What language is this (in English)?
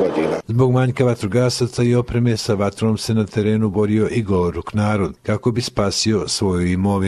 Croatian